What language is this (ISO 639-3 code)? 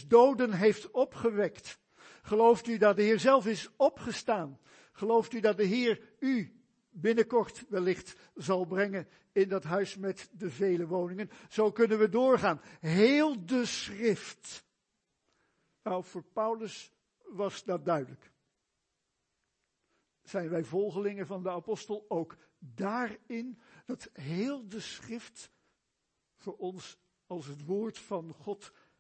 nld